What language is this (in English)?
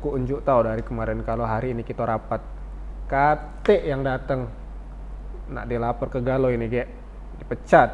Musi